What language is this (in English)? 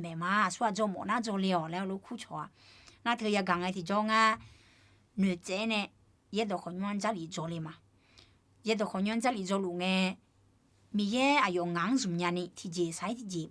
Akha